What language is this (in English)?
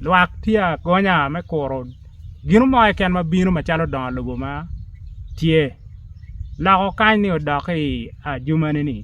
Acoli